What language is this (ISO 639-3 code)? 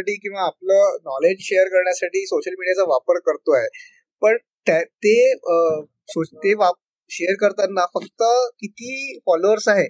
mar